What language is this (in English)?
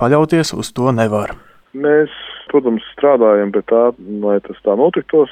Latvian